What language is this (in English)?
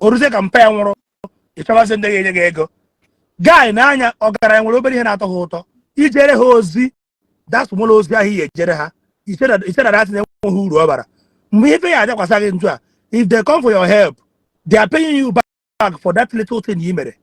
Igbo